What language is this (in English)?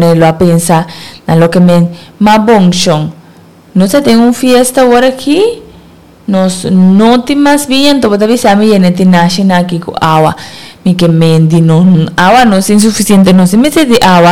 Papiamento